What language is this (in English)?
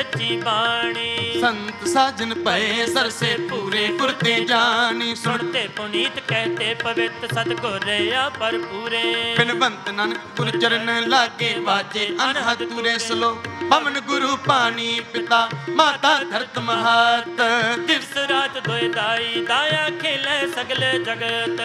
Punjabi